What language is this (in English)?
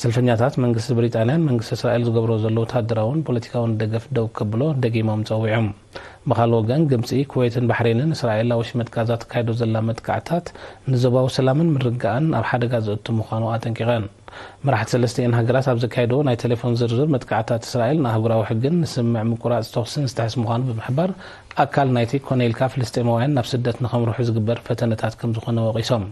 Tigrinya